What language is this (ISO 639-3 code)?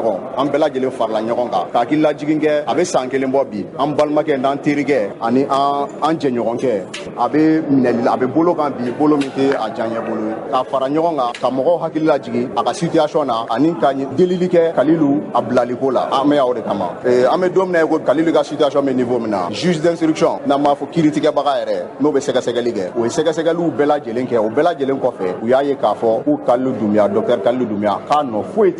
bam